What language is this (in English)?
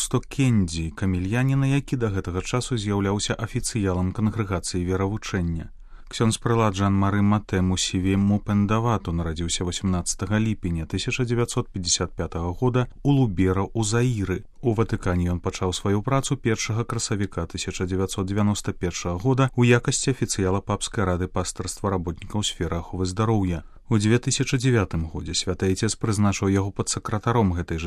Belarusian